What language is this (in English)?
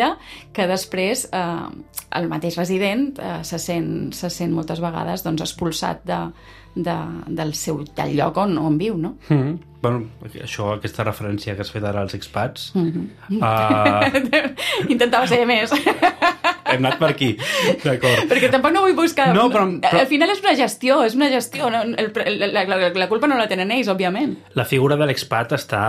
Catalan